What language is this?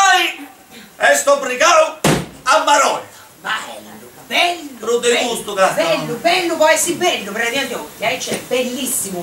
Sardinian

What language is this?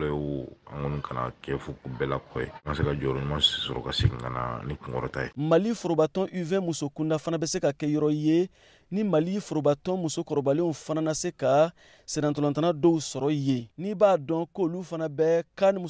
Bambara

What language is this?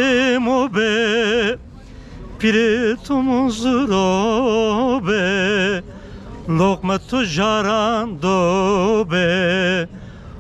Zaza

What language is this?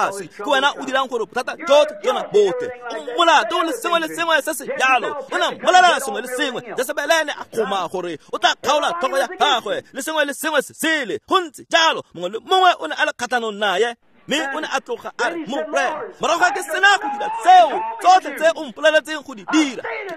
Tswana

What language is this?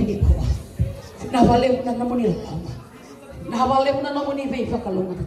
Fijian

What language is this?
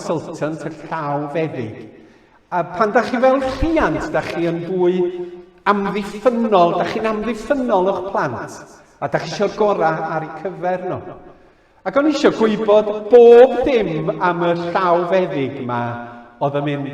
Welsh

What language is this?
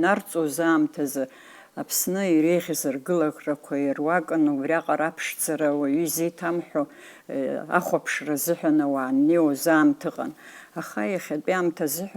Abkhazian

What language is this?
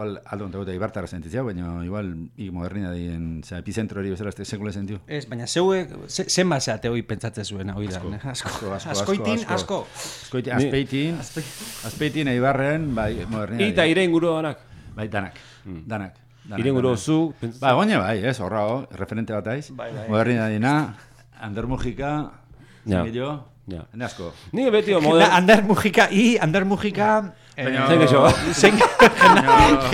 Basque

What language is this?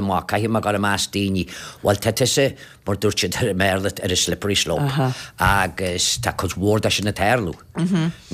Irish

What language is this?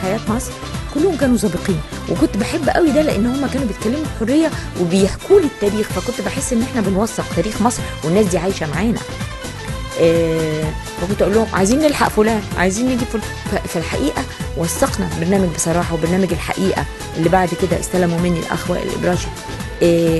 Egyptian Arabic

